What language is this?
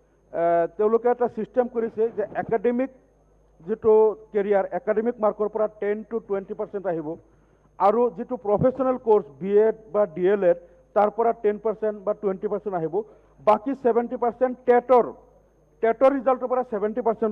Assamese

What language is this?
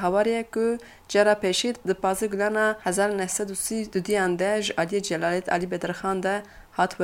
Kurdish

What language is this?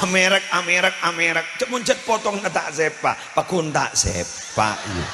Madurese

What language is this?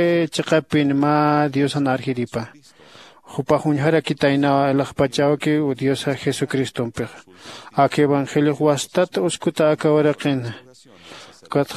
Aymara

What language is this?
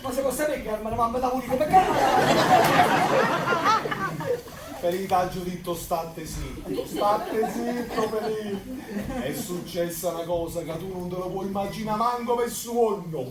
Neapolitan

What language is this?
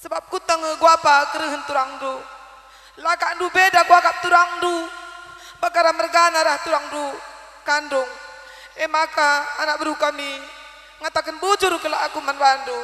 Batak Karo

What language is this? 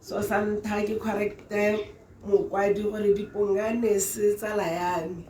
Tswana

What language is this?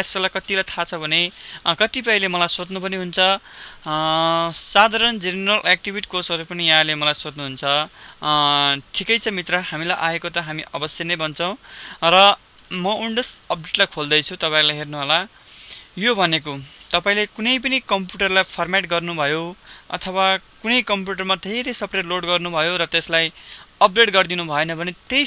Nepali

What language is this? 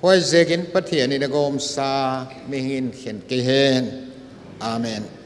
Paite Chin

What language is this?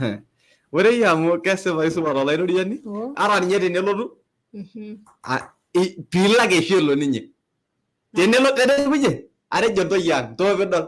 Masai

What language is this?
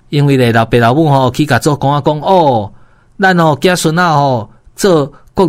Min Nan Chinese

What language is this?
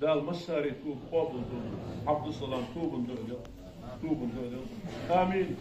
Ingush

